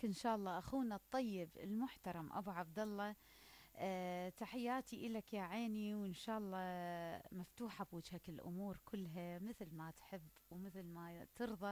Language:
Mesopotamian Arabic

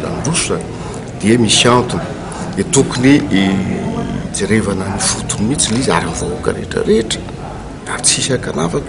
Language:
Malagasy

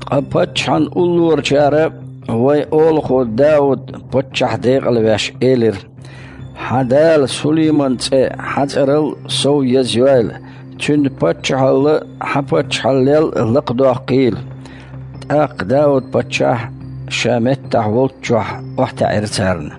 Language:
Chechen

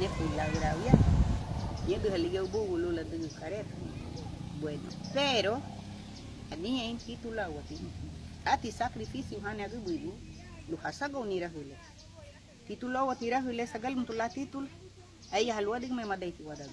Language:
Garifuna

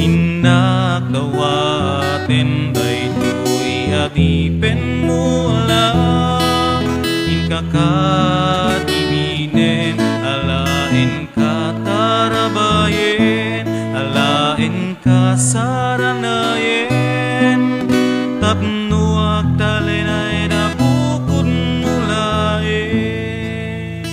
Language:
Iloko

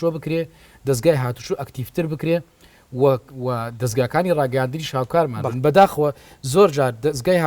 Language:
Central Kurdish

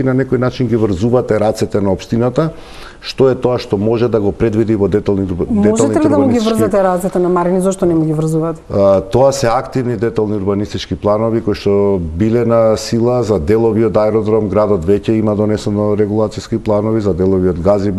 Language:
Macedonian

